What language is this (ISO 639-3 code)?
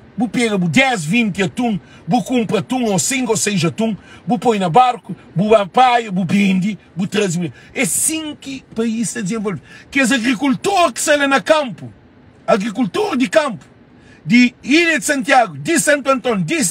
kea